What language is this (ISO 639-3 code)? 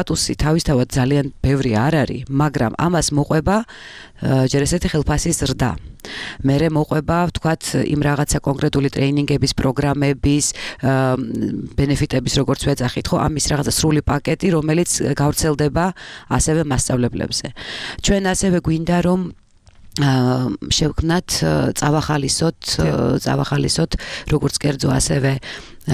kat